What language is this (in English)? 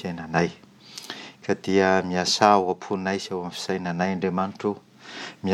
Malagasy